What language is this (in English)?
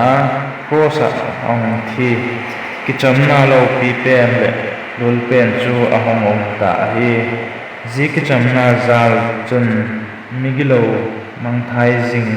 Vaiphei